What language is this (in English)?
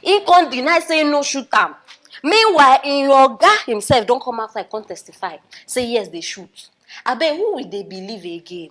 Nigerian Pidgin